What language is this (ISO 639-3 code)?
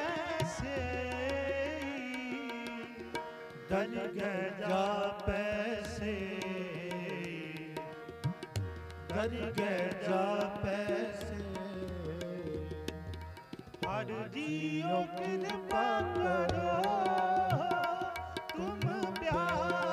pan